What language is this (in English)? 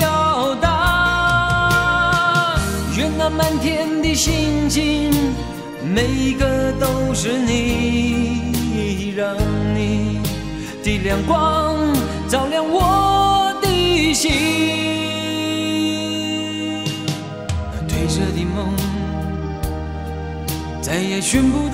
Chinese